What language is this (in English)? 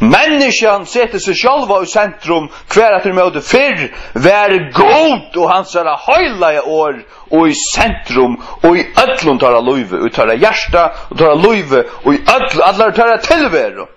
Faroese